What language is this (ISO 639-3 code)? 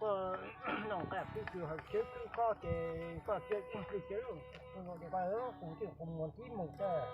hmn